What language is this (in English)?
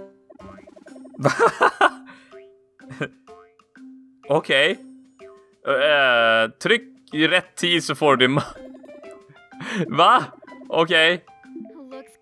Swedish